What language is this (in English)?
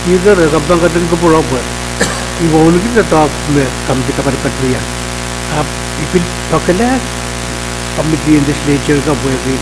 Pohnpeian